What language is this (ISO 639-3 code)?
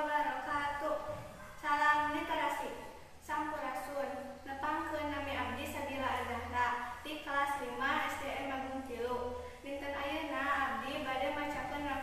sun